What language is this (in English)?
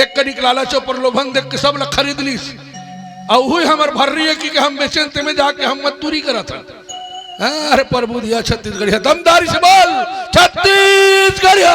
Chhattisgarhi